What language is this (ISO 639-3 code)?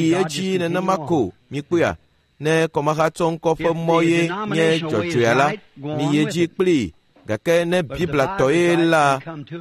ewe